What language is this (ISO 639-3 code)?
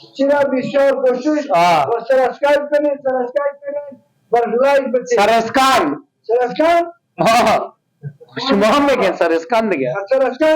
fas